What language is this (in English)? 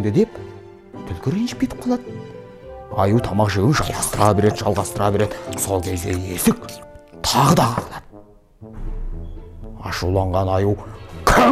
Kazakh